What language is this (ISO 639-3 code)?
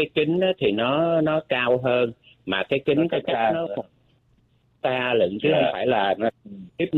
vie